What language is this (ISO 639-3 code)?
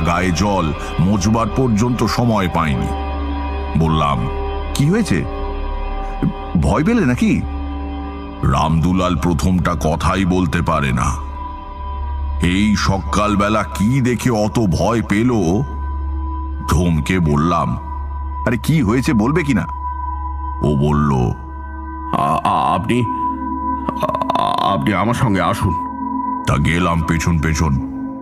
ben